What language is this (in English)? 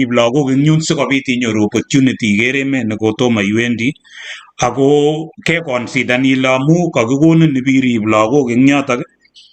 Kalenjin